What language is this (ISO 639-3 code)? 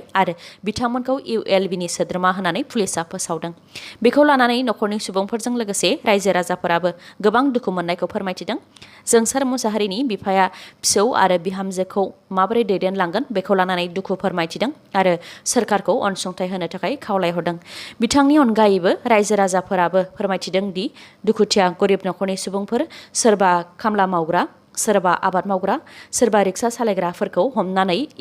brx